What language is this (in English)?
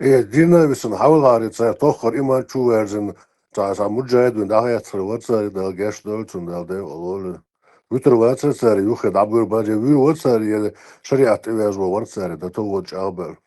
Chechen